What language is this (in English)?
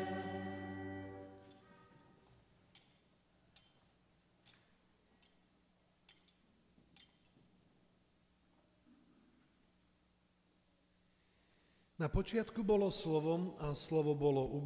Slovak